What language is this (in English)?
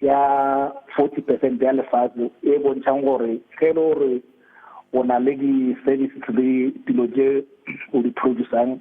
Tswana